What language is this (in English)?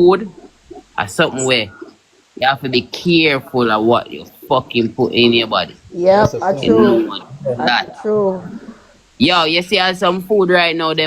Jamaican Creole English